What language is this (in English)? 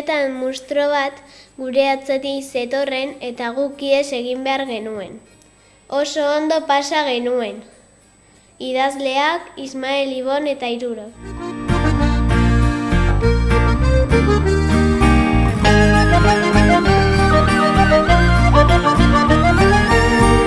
Basque